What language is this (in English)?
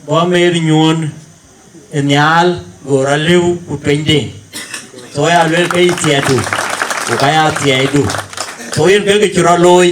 Dinka